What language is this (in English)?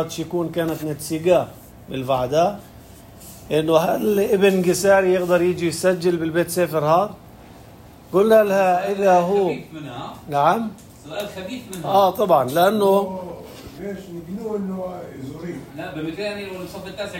North Levantine Arabic